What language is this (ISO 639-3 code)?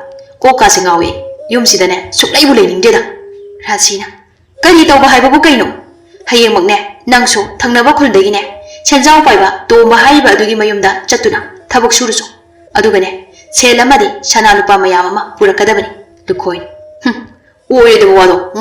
mni